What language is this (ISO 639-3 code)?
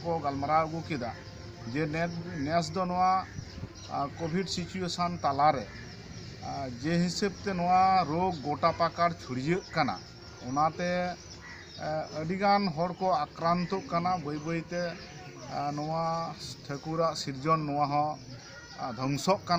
sat